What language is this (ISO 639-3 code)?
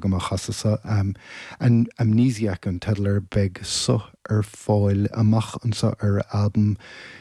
gle